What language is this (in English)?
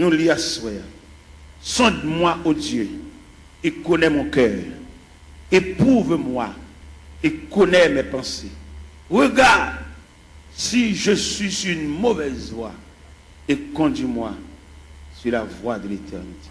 Haitian Creole